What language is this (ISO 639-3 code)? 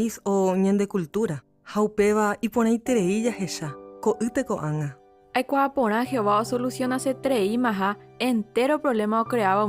grn